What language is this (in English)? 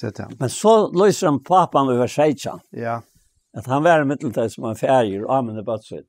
Faroese